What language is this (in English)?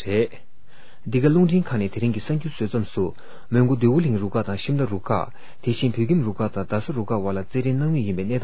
Tibetan